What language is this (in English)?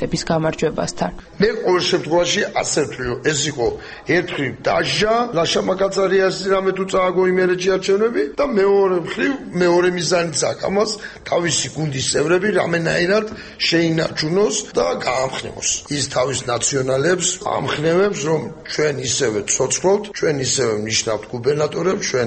Georgian